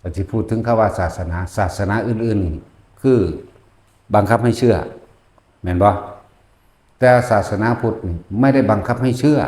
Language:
Northeastern Thai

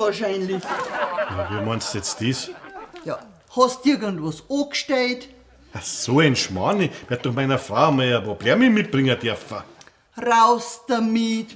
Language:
Bavarian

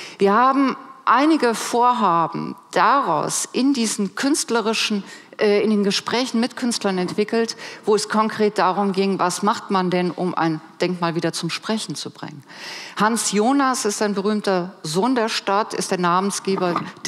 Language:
German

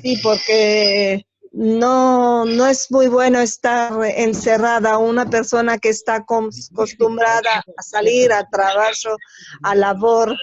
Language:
Ladino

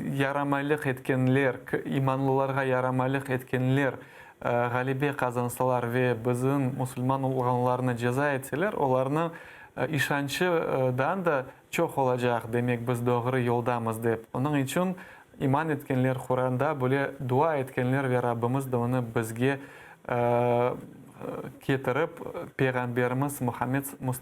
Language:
Crimean Tatar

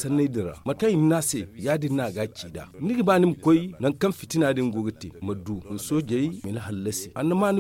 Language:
Zarma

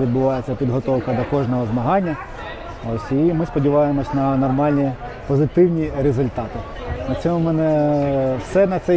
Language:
Ukrainian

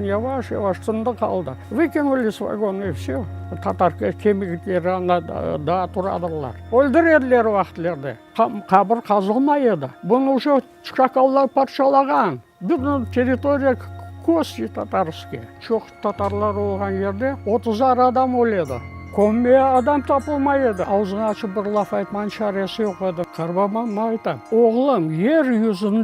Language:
Crimean Tatar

